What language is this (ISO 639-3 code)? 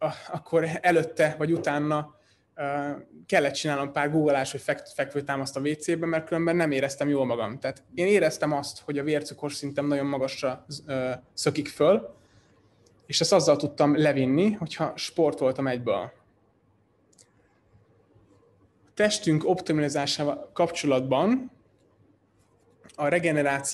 hun